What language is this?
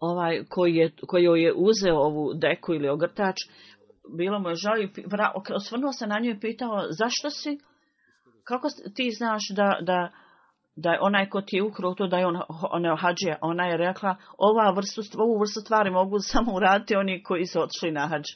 Bosnian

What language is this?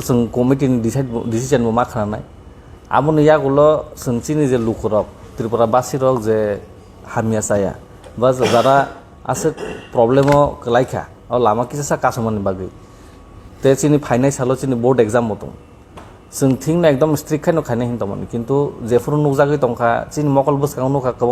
Kok Borok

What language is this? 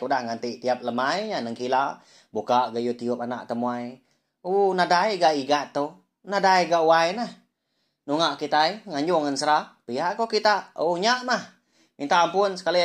Iban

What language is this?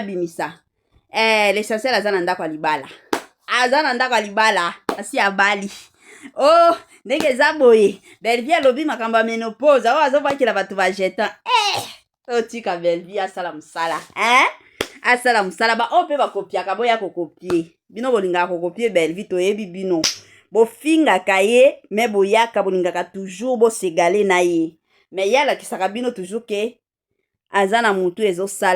Lingala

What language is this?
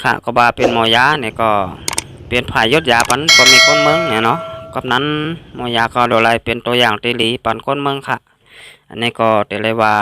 Shan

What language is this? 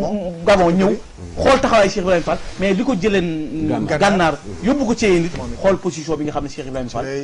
Wolof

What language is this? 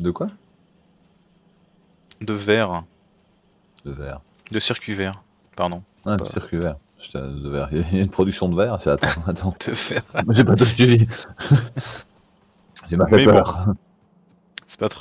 French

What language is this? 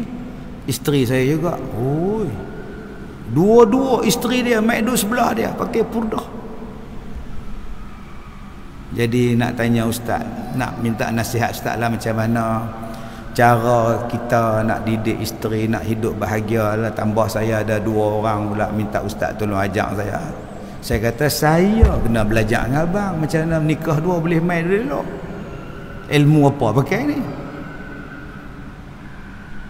Malay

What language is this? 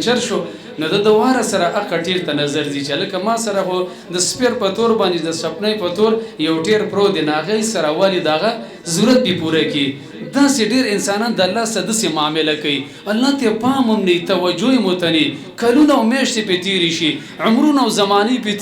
Pashto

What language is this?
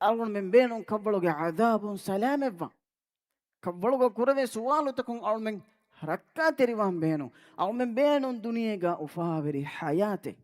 Divehi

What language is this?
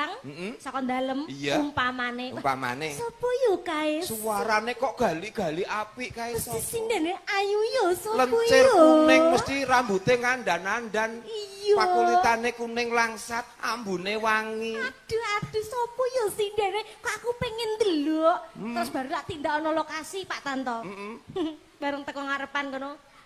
Javanese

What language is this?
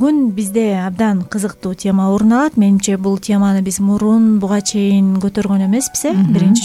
Kyrgyz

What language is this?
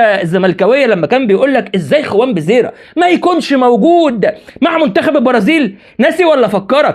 Egyptian Arabic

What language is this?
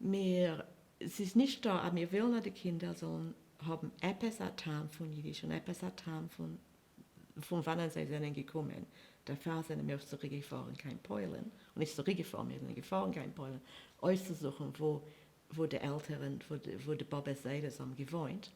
Yiddish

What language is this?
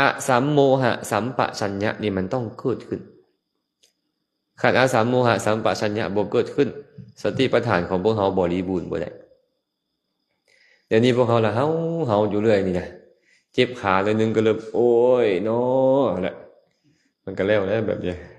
Lao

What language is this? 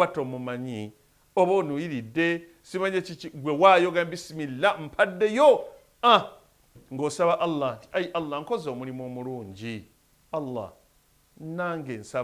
Ganda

